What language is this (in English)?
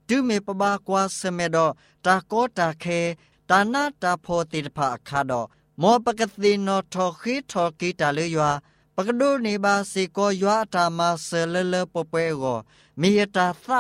Burmese